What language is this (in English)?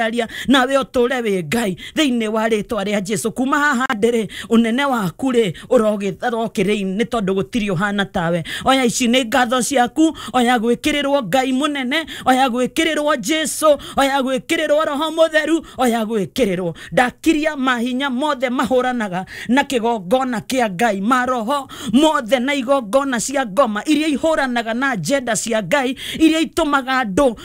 Kikuyu